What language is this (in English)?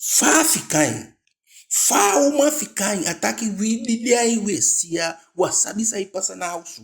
Eastern Maroon Creole